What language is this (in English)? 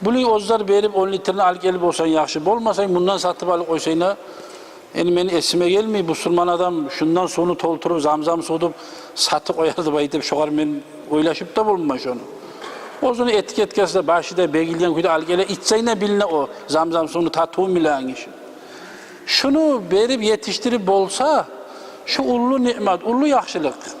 Kumyk